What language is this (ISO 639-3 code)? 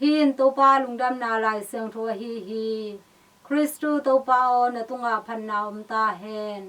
ctd